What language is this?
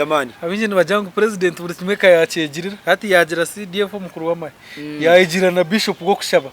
Nyankole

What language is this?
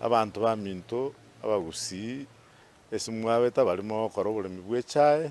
Gusii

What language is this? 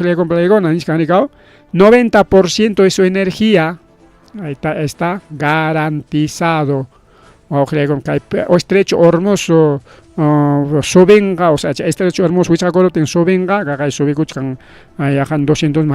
Ayacucho Quechua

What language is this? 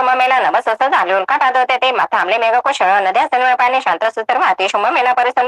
Marathi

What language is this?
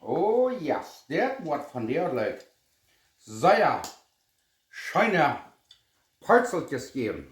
Plautdietsch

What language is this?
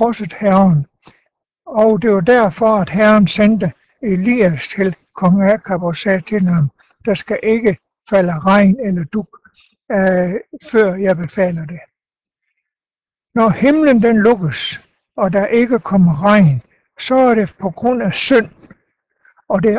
Danish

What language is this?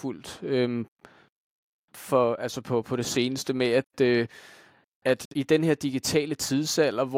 Danish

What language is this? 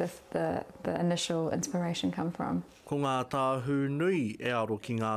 Māori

